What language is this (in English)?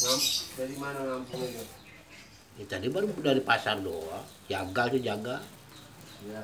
Betawi